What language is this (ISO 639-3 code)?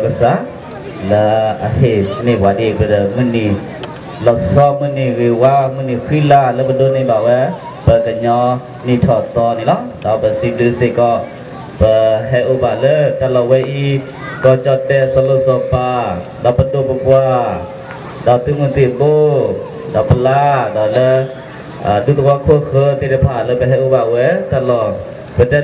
ksw